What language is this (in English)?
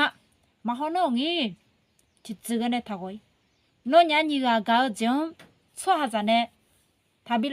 Akha